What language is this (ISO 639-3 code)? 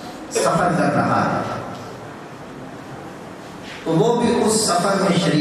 urd